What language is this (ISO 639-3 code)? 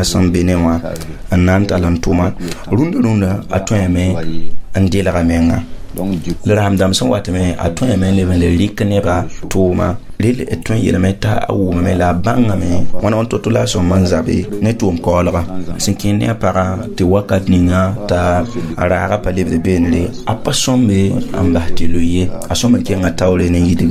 mos